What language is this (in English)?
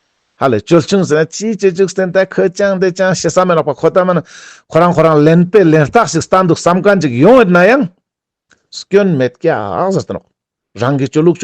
Ladakhi